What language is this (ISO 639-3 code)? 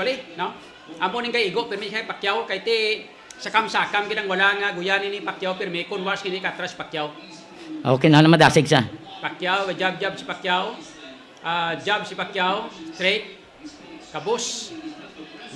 hil